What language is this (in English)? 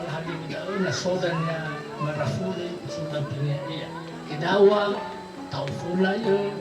Nias